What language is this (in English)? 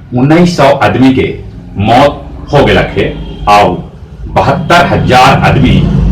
Magahi